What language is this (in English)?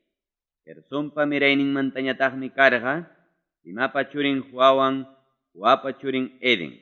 Ayacucho Quechua